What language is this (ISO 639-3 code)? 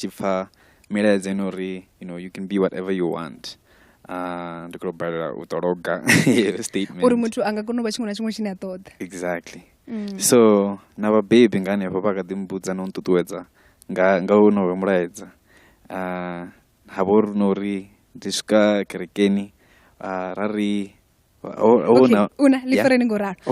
ven